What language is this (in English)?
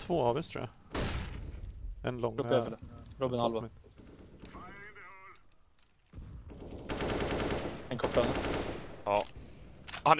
Swedish